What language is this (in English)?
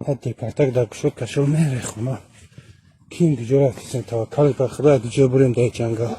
Tajik